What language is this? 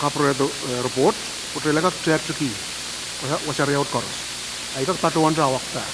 Pohnpeian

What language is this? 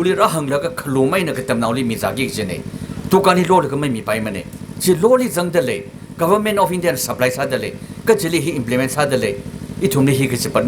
Tangkhul Naga (India)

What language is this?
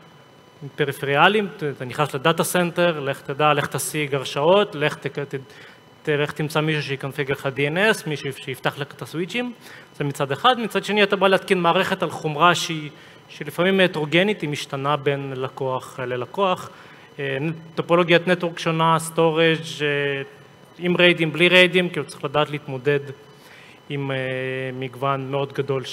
Hebrew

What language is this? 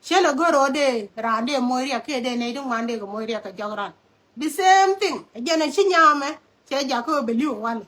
Nuer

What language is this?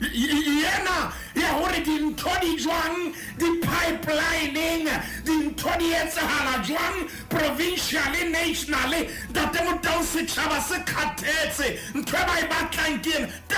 Southern Sotho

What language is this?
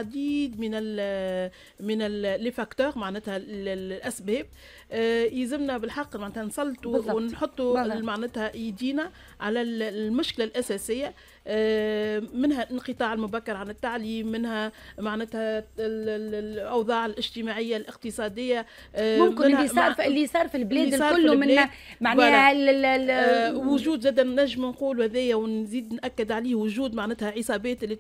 Tunisian Arabic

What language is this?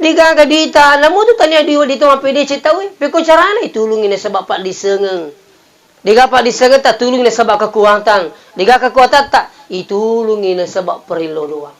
Buginese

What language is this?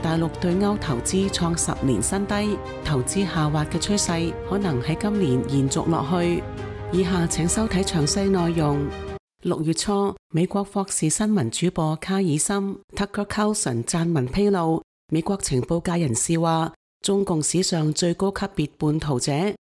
Cantonese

